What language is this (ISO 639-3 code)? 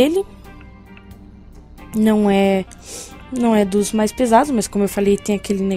por